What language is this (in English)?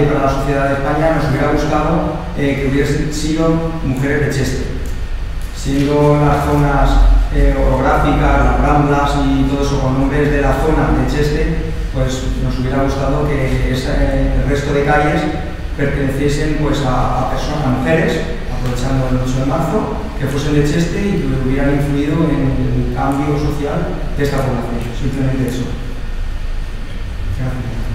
Spanish